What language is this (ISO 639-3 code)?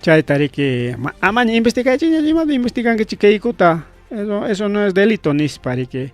quy